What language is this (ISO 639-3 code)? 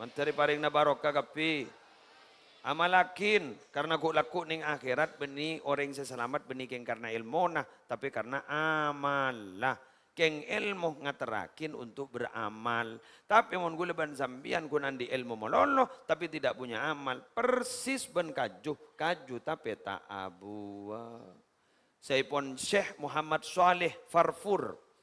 mad